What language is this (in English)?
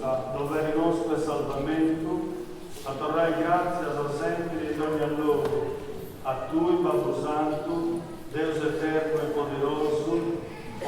Sardinian